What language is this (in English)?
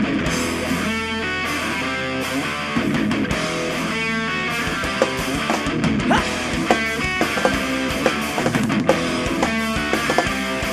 Basque